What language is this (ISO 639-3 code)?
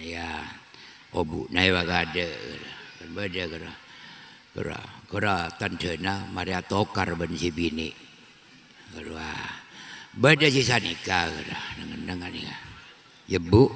mad